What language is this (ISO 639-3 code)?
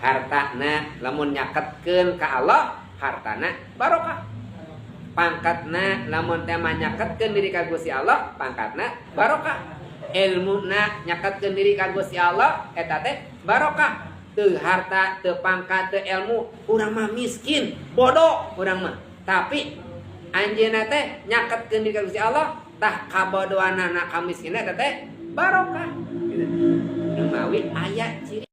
sun